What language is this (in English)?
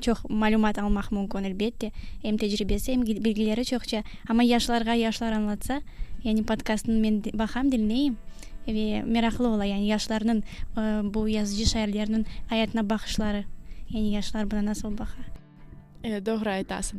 Crimean Tatar